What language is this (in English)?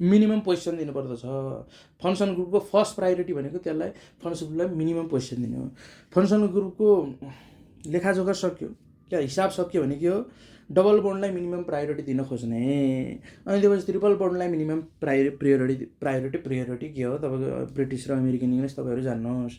Nepali